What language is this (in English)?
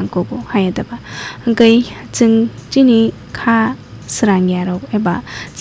Kok Borok